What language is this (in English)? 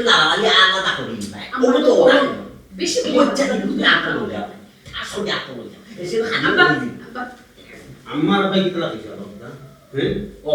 Sylheti